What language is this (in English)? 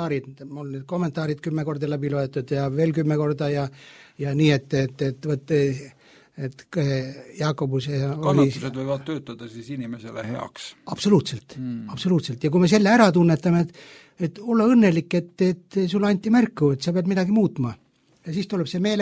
Estonian